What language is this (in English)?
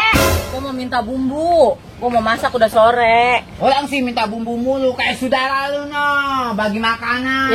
Betawi